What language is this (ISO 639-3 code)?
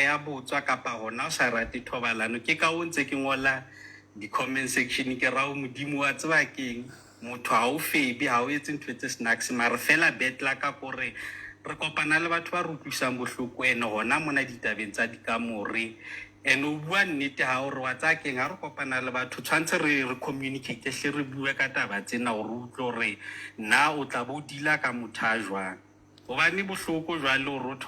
sot